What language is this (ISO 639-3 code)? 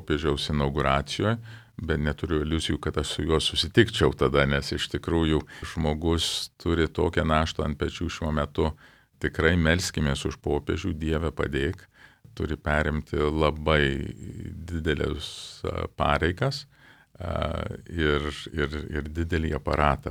lit